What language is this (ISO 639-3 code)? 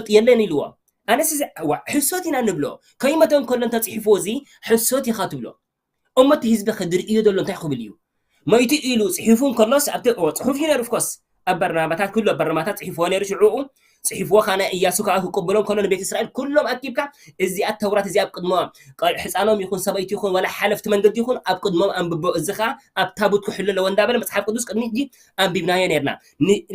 tir